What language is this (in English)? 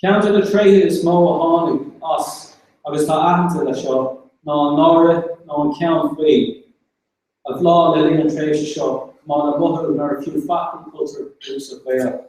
Irish